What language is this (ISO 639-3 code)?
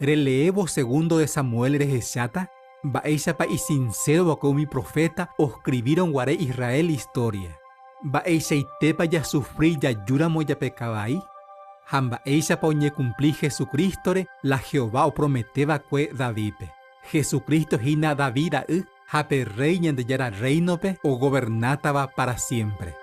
grn